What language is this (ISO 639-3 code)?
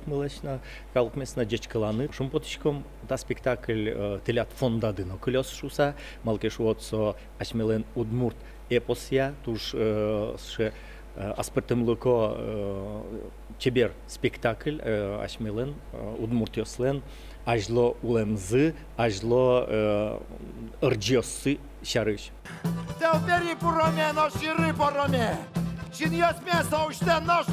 udm